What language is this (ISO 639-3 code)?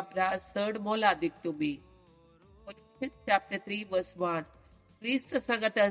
kok